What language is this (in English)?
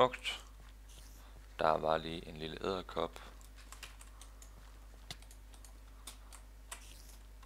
Danish